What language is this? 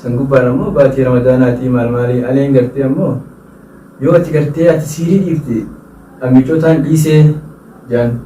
Oromo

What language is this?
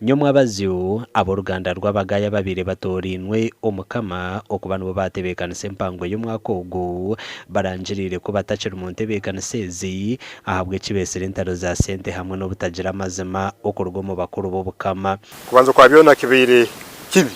Nyankole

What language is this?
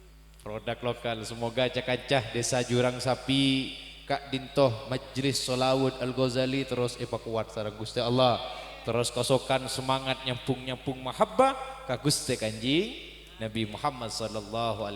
Madurese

